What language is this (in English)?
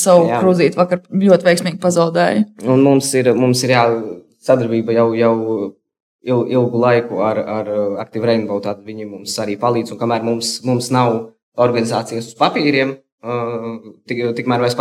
Latvian